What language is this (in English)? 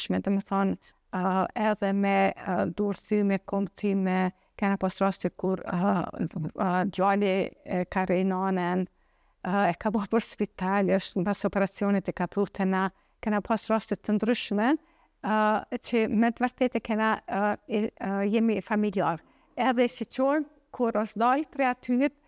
Albanian